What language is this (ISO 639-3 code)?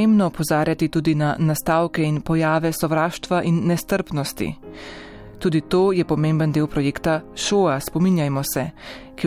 slv